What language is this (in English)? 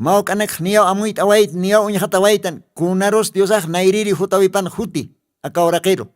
Aymara